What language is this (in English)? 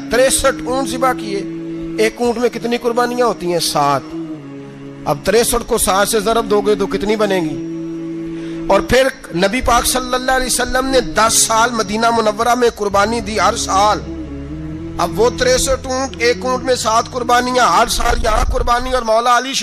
Urdu